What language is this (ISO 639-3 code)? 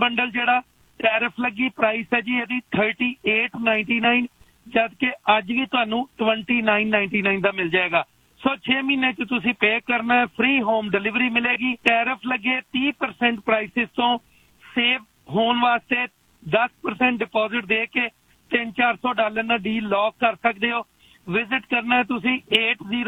pan